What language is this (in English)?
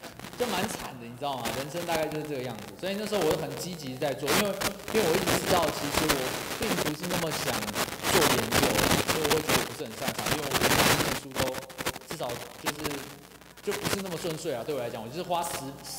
Chinese